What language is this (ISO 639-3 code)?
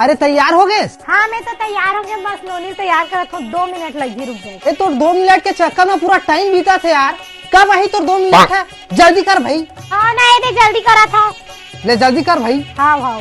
hne